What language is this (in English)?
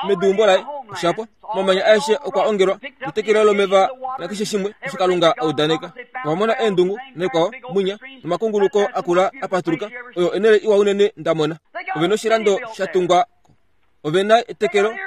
Kuanyama